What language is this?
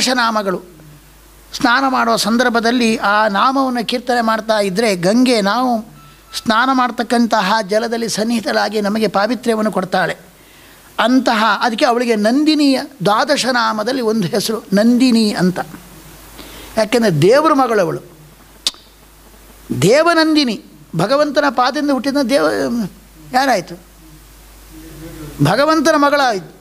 Kannada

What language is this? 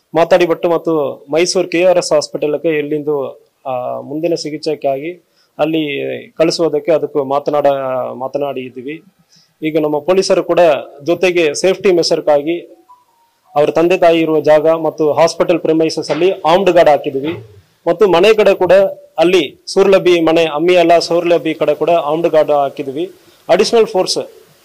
Kannada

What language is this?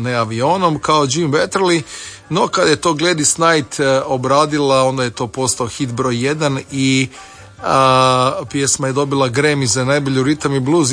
Croatian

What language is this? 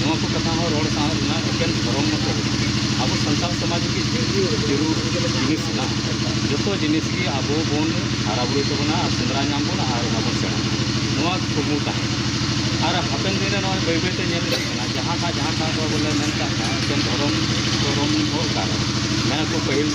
Santali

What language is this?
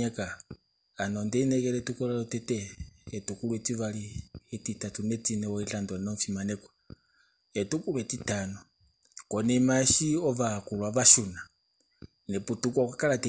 Kuanyama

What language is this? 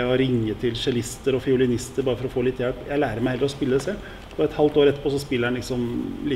Norwegian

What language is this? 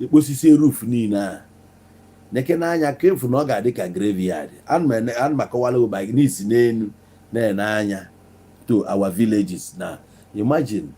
Igbo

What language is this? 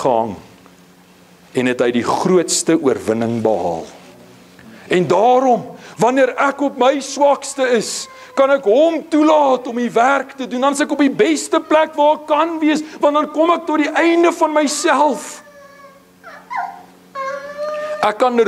Afrikaans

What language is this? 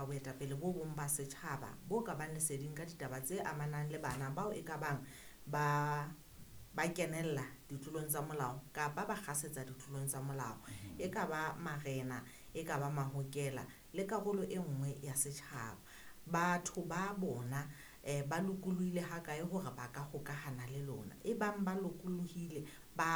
Southern Sotho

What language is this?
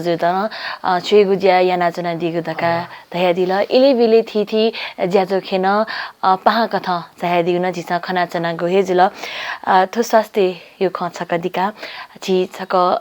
Newari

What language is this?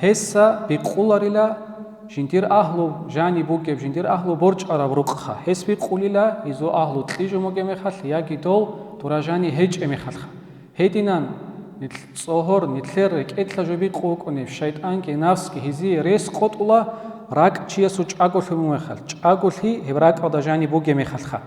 Avaric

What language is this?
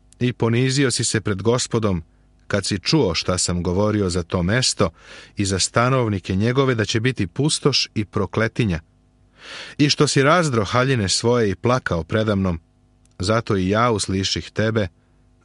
Serbian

